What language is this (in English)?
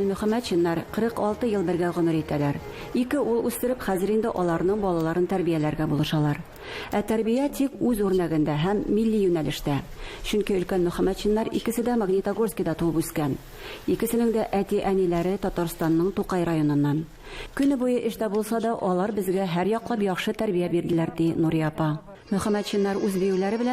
Tatar